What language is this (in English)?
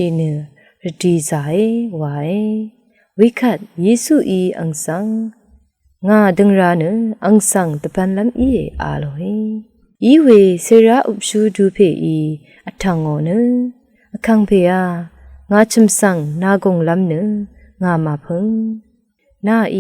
Rawang